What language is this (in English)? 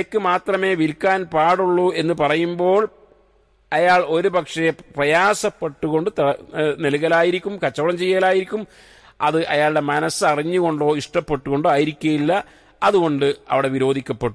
Malayalam